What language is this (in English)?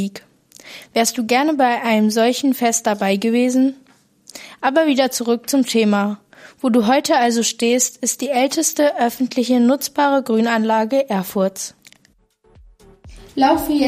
German